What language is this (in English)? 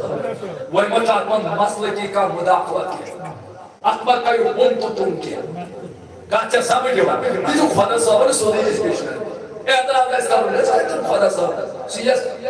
Kashmiri